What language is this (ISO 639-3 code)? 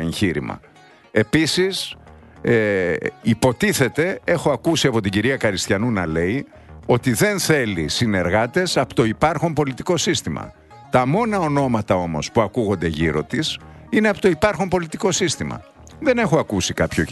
ell